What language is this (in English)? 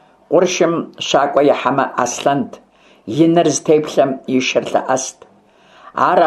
Kabardian